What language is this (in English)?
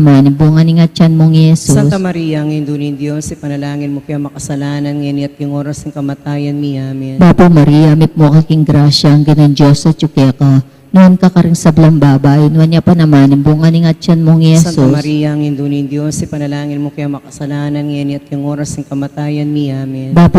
Pampanga